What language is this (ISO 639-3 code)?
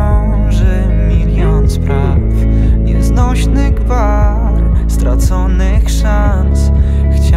pol